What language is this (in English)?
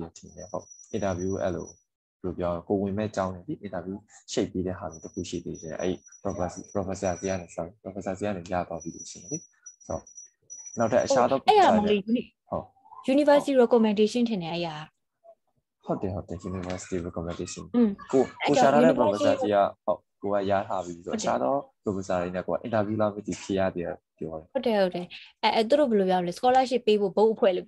Burmese